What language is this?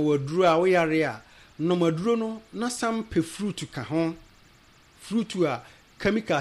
Akan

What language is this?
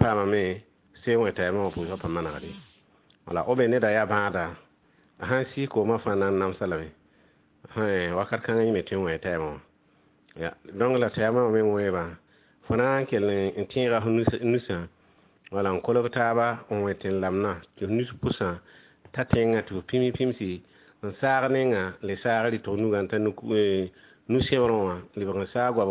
Mossi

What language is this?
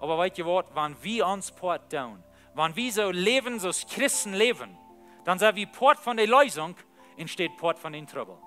Plautdietsch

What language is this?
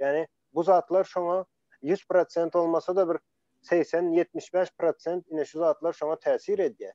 Turkmen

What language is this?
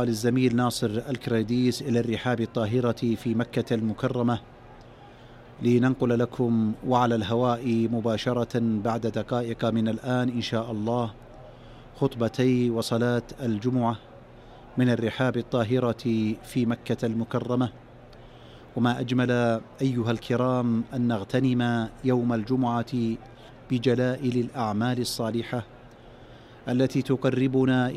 Arabic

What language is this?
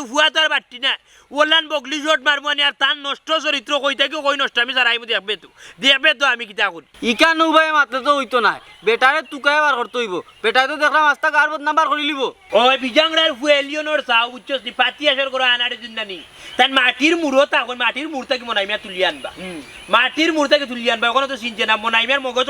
Sylheti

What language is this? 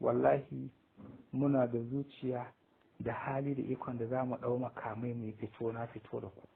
Hausa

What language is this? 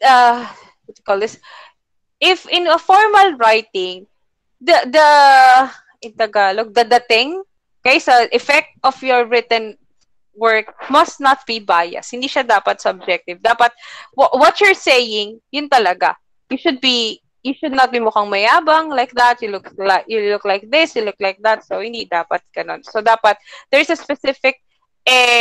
Filipino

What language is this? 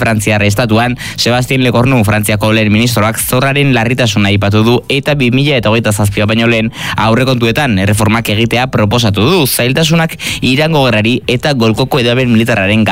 Basque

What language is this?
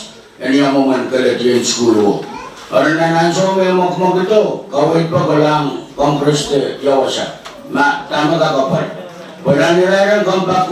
Pohnpeian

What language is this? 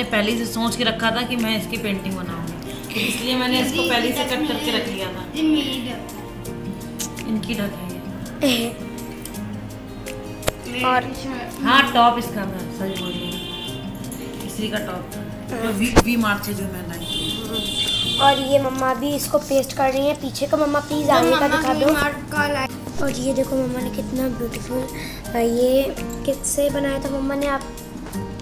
Hindi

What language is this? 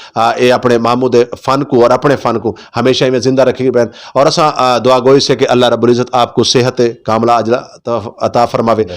Saraiki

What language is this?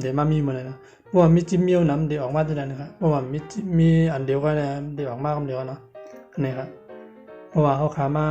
Shan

